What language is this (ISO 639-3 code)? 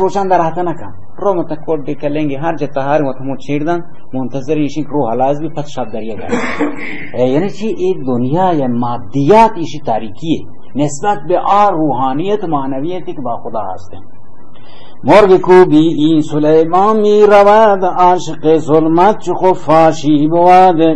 bal